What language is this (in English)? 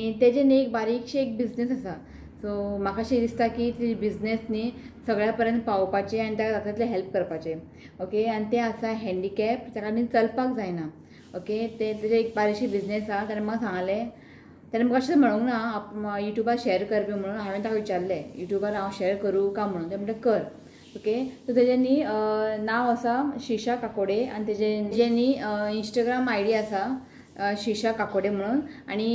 Konkani